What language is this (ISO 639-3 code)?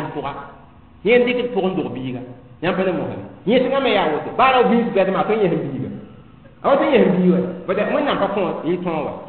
mos